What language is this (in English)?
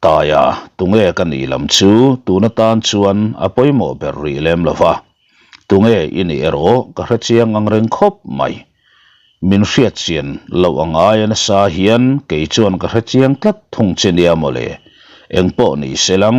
Mizo